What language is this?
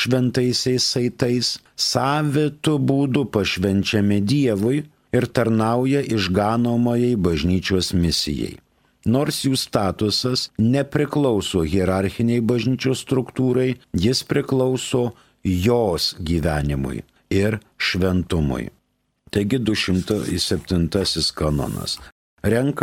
Lithuanian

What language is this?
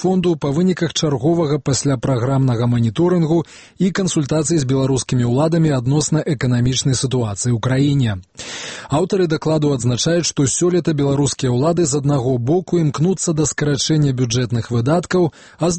Belarusian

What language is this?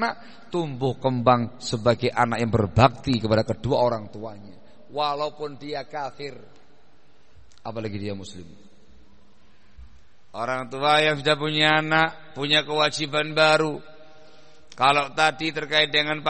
Indonesian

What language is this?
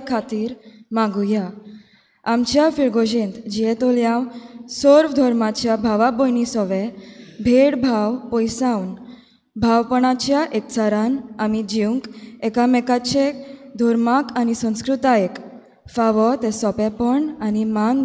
Konkani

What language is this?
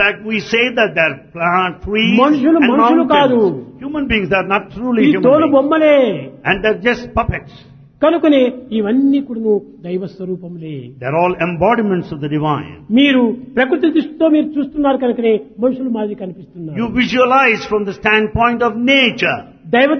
Telugu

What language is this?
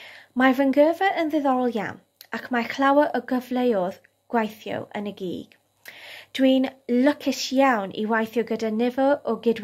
Welsh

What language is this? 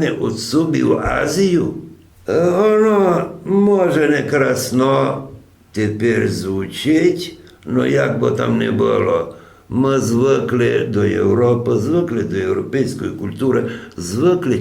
Rusyn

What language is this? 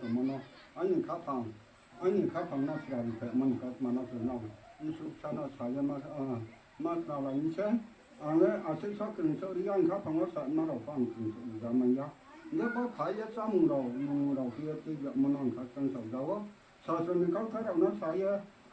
Riang (India)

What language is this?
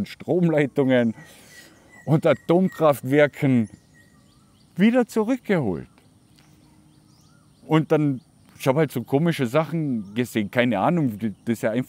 German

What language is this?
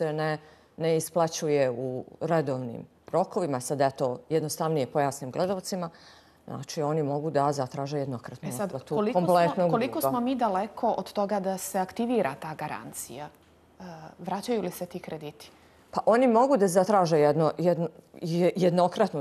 Bosnian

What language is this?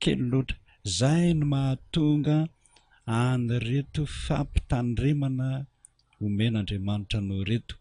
Malagasy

